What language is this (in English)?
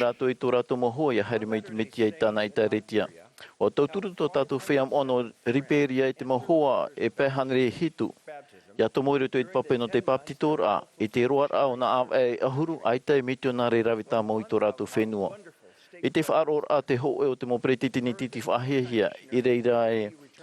Tahitian